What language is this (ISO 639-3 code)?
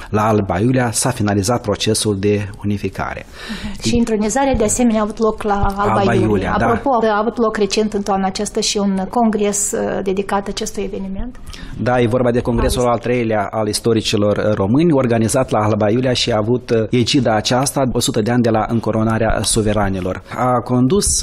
ron